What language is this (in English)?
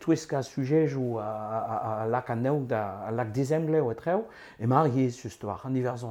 Breton